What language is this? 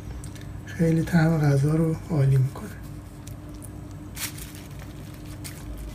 Persian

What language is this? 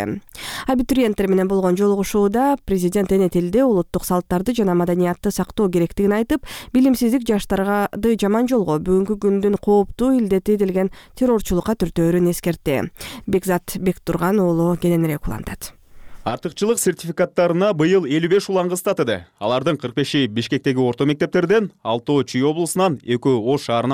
Kyrgyz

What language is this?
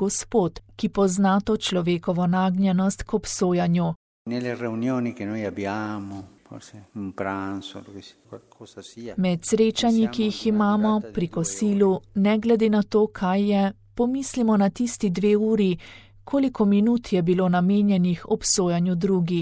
Slovenian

